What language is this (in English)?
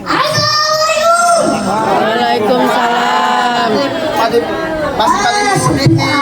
Betawi